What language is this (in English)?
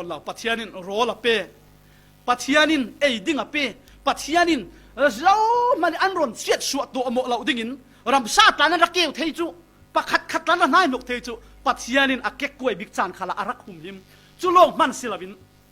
Falam Chin